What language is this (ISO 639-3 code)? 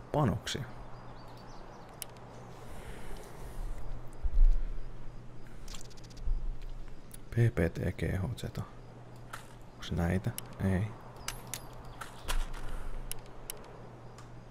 fin